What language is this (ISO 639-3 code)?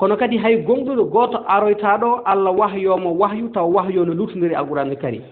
ful